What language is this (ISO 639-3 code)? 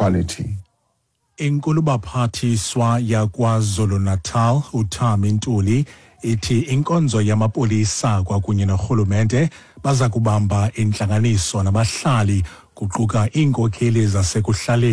xho